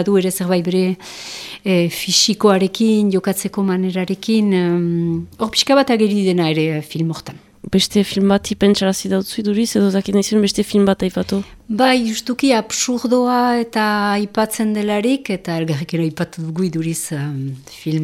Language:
Basque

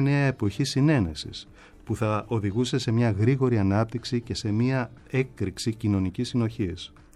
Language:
Greek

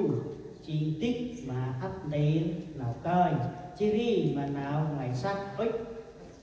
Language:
Central Mnong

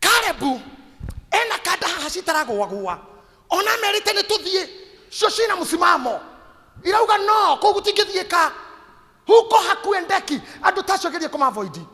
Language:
Kikuyu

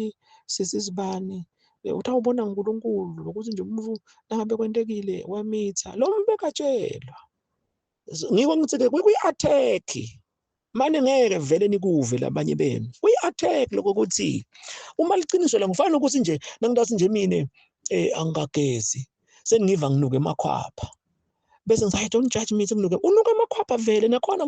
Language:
Zulu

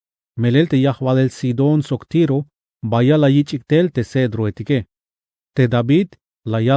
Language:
Tzeltal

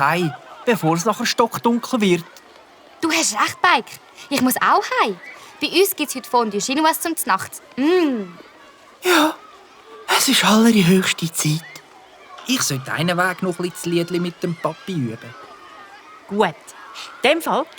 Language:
Swiss German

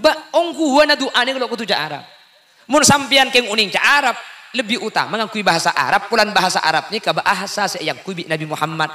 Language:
Madurese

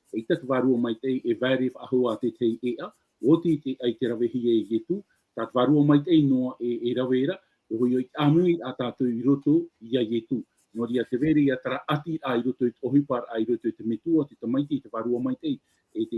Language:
Tahitian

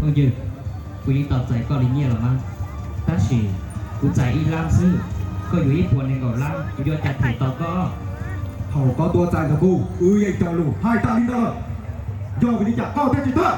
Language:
Hmong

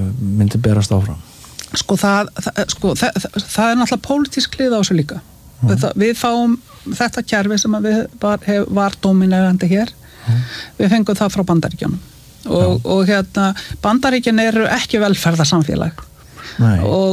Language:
Icelandic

